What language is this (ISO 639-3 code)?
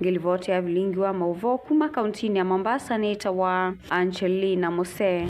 kam